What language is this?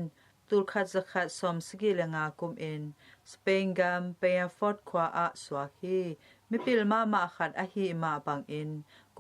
Tedim Chin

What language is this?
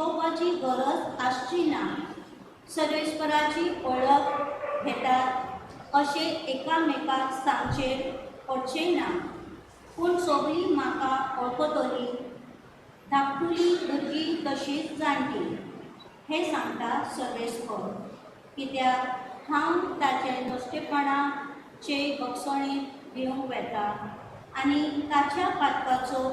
Konkani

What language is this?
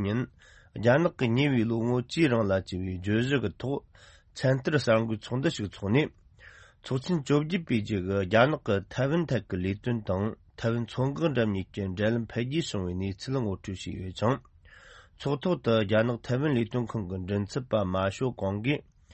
Tibetan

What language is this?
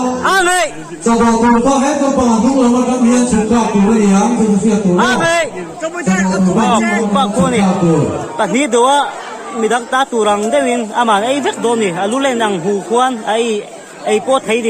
Mizo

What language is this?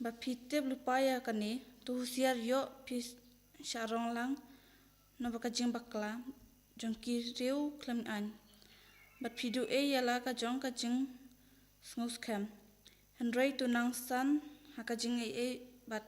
Khasi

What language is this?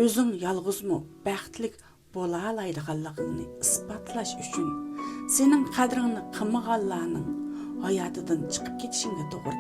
Uyghur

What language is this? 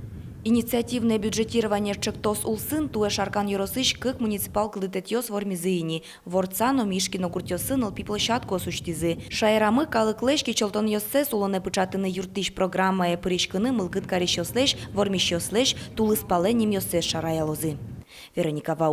Udmurt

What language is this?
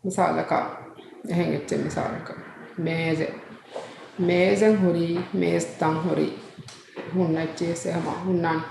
Divehi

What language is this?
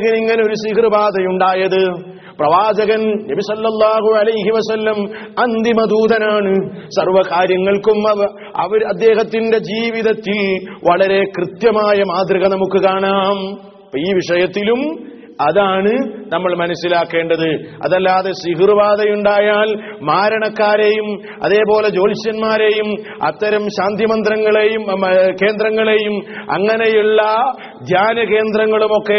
Malayalam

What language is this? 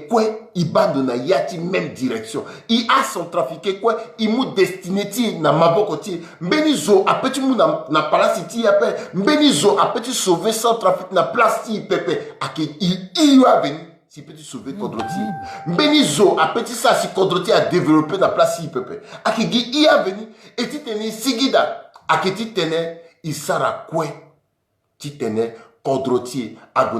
Sango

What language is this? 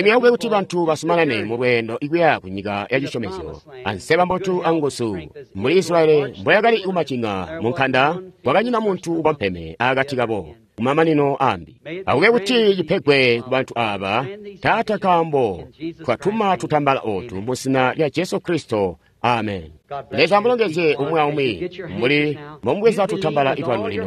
Tonga (Zambia)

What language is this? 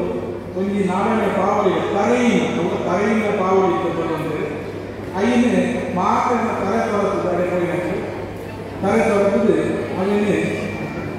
Tulu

